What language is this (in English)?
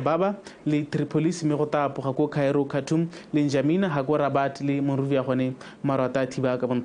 Tswana